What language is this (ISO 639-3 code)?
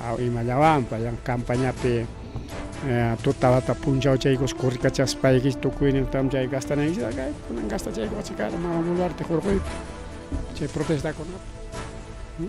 quy